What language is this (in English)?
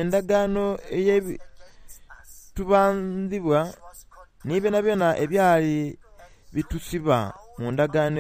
Soga